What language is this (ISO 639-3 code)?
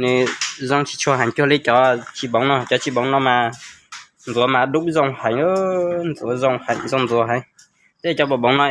hmn